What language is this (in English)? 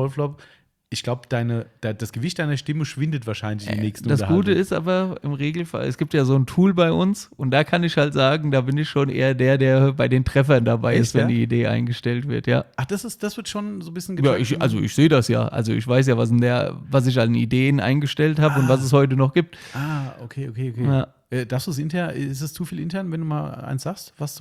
German